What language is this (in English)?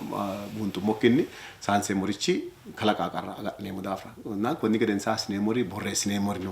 Sidamo